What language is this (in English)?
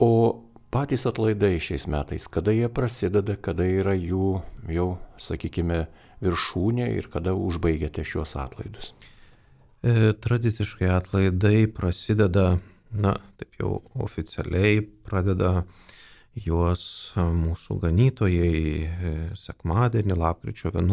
Lithuanian